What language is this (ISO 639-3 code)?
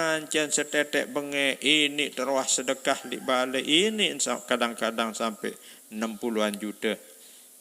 sas